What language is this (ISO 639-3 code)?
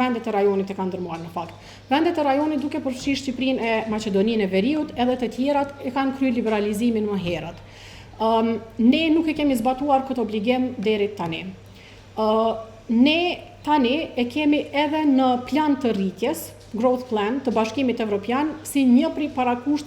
sqi